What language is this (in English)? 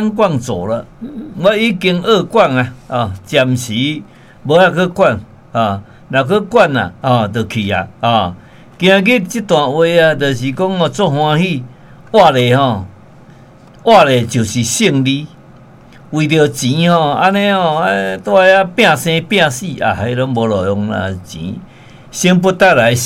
Min Nan Chinese